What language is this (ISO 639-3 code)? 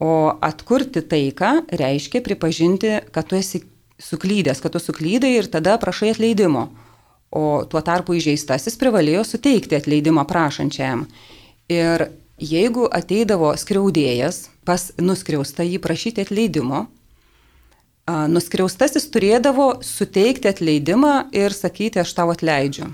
lit